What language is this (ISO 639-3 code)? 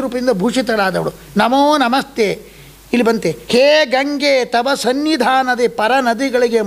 kan